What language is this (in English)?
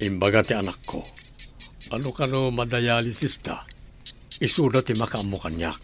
Iloko